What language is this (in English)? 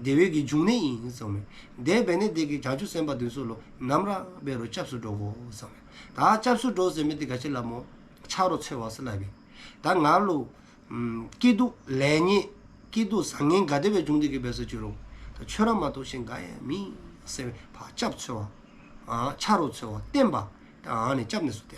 Dzongkha